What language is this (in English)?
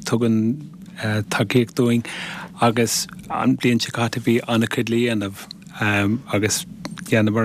Irish